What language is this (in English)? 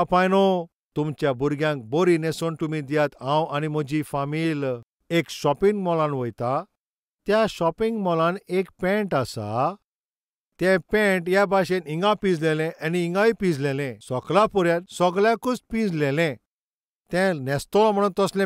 Konkani